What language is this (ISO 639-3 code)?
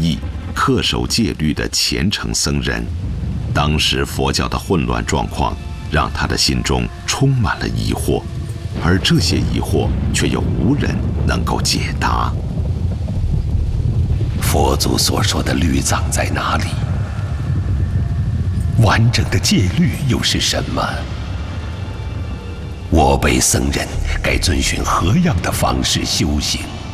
zho